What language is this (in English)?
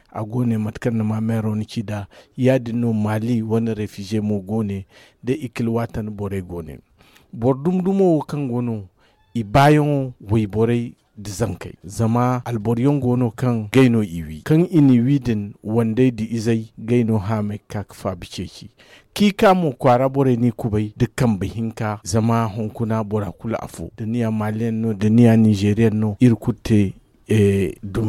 Zarma